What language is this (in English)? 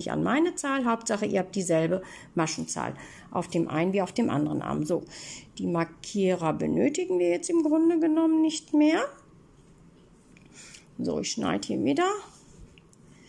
German